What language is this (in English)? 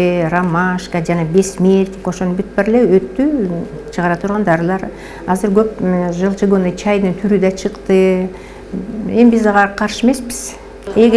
Kyrgyz